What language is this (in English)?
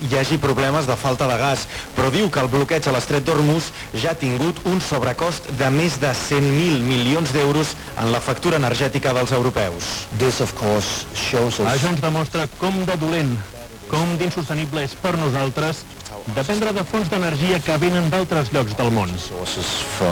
Catalan